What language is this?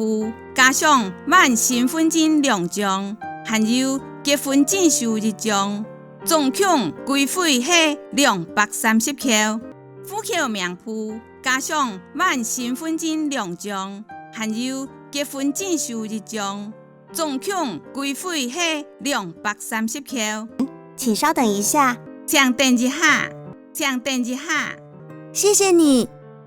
Hakka Chinese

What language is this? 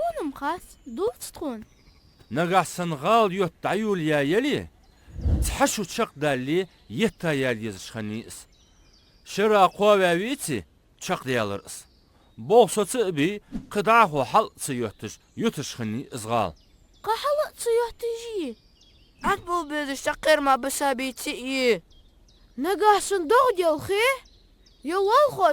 Ingush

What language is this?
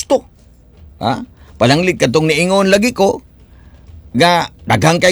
Cebuano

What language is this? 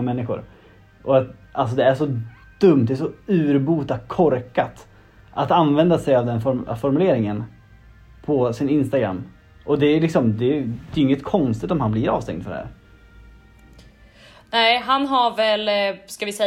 Swedish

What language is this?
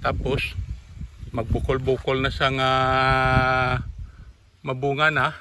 Hiligaynon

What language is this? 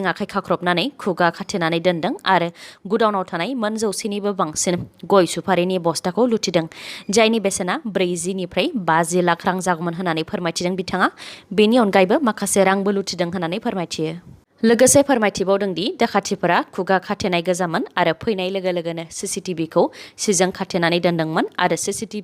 Bodo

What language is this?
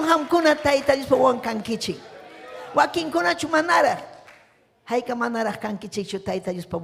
Ayacucho Quechua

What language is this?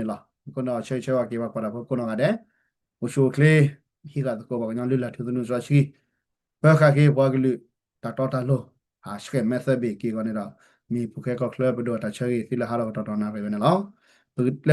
S'gaw Karen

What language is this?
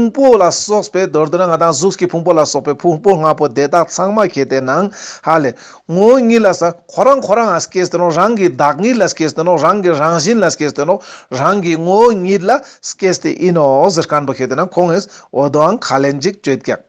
Ladakhi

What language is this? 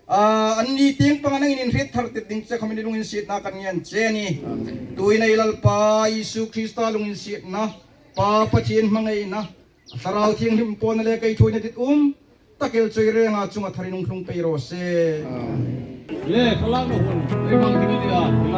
Hmar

